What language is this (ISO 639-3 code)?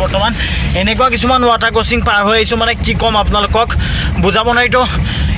asm